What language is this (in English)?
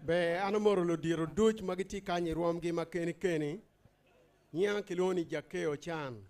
Acoli